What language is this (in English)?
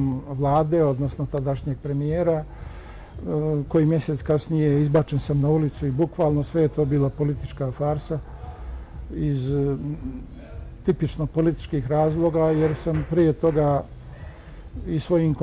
Bosnian